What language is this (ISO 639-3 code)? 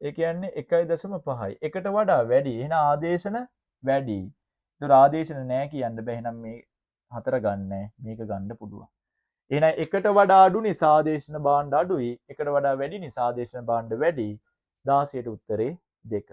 sin